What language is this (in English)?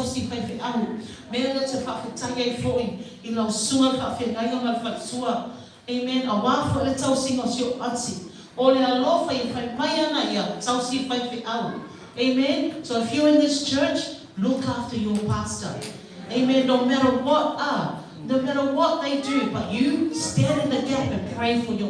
Samoan